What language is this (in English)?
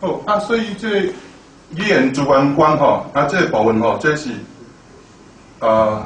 Min Nan Chinese